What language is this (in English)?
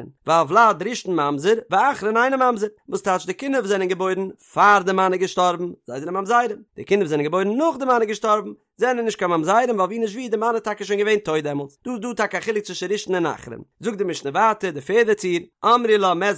Yiddish